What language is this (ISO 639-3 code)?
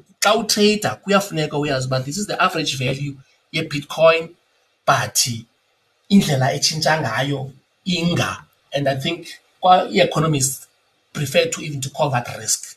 xho